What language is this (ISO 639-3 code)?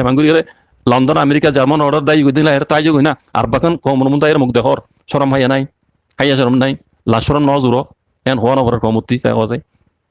rhg